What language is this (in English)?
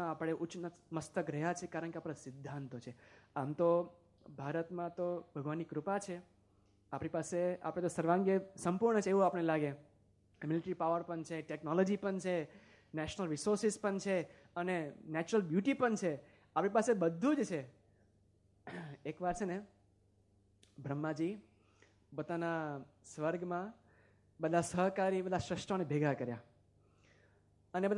Gujarati